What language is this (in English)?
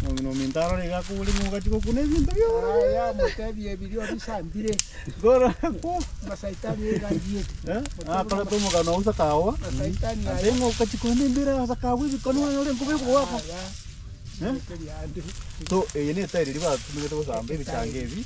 Gusii